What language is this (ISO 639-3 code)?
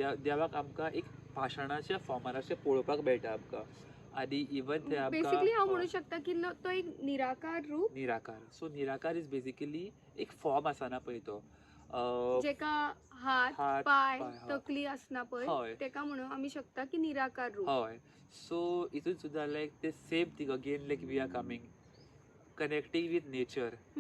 kok